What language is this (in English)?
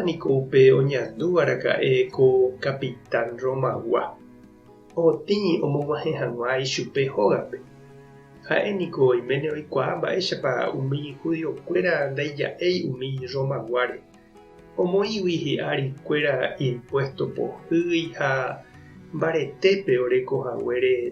Guarani